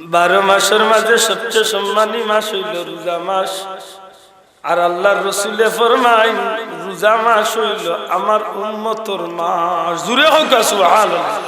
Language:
Sylheti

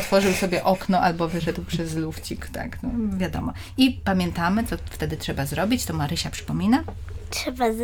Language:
Polish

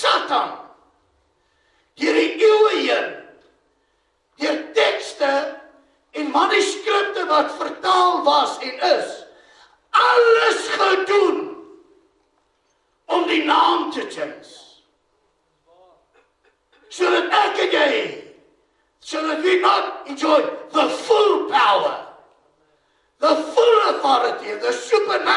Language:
Afrikaans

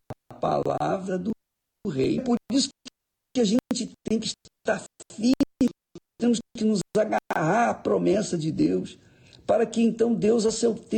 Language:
Portuguese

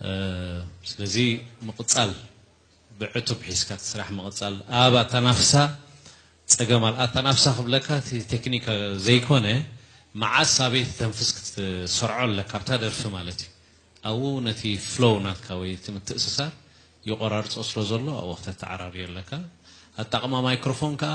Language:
Tigrinya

